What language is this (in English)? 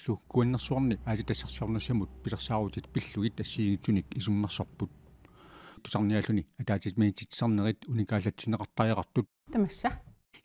Kalaallisut